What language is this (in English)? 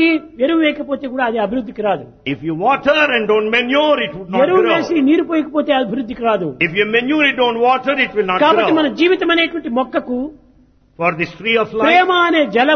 Telugu